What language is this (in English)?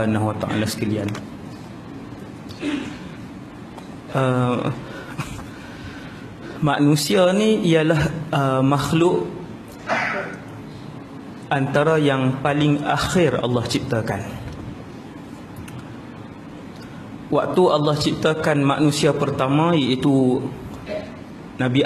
Malay